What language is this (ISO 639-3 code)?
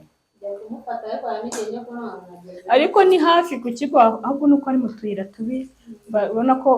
kin